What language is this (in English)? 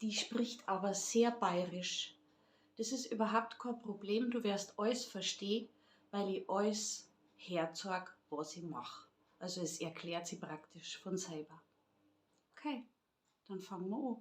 Bavarian